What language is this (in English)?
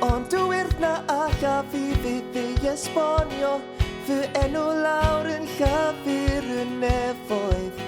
Welsh